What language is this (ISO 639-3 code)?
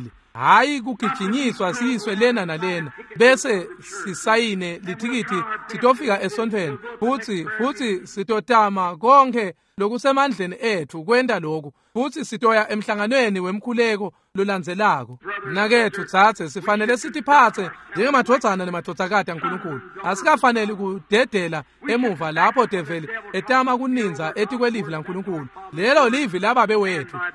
ssw